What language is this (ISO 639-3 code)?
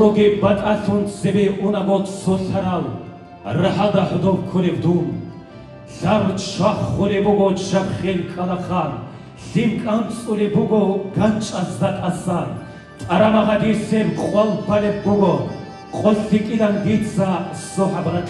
ava